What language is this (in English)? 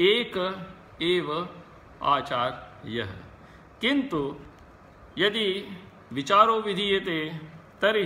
Sanskrit